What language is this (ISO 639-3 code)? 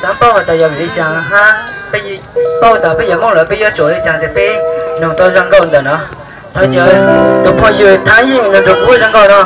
hmn